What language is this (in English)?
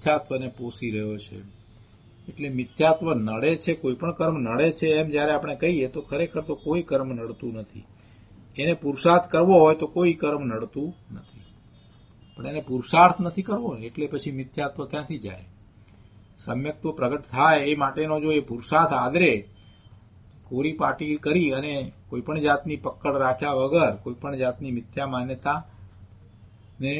Gujarati